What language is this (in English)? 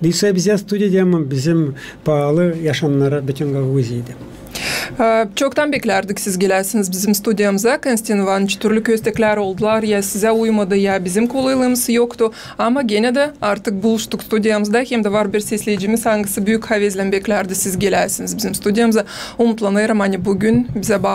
Gagauz